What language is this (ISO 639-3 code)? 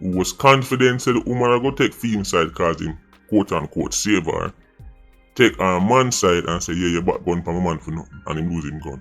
jam